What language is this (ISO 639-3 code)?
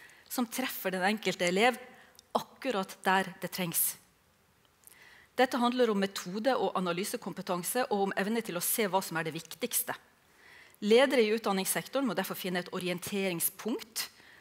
nor